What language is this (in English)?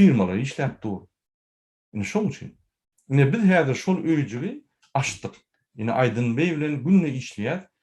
Turkmen